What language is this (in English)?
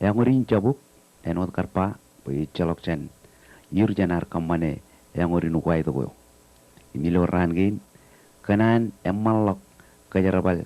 Marshallese